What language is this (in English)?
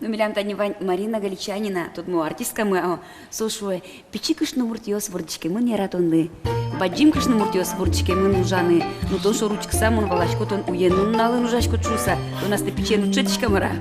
Udmurt